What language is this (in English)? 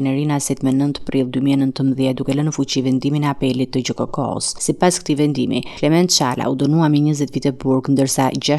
Albanian